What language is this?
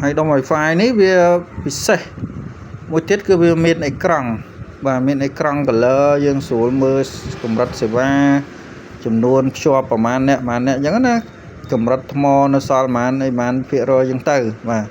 Khmer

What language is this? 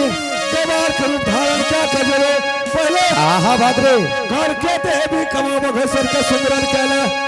Angika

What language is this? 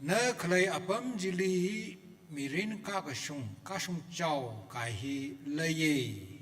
Tangkhul Naga (India)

